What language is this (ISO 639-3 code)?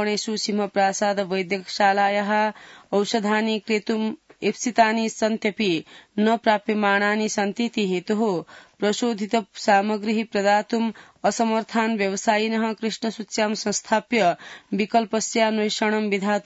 san